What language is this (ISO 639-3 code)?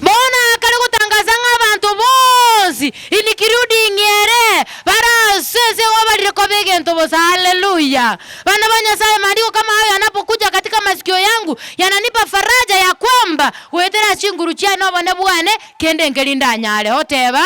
guz